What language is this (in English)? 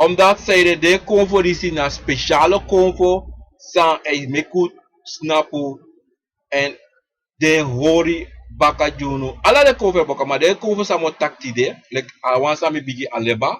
Sranan Tongo